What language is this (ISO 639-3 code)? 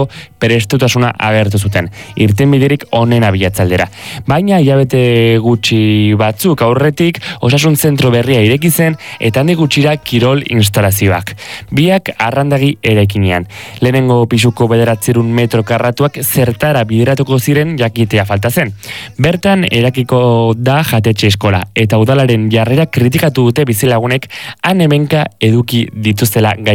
eus